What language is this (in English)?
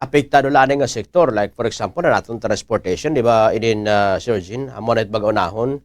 Waray